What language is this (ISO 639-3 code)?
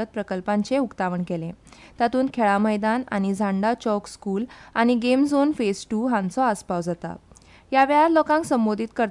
kok